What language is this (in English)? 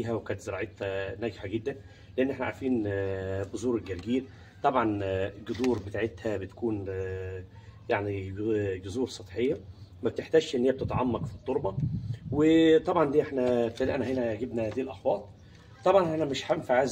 Egyptian Arabic